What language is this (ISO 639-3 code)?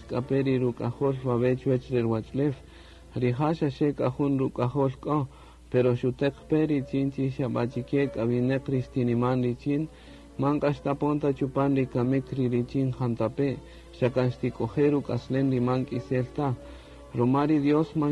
cak